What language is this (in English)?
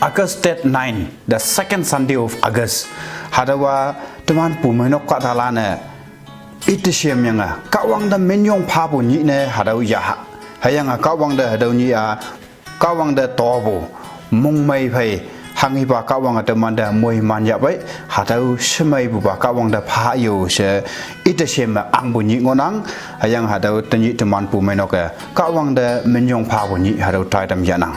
Konyak Naga